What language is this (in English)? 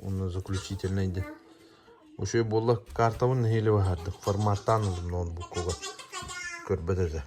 Yakut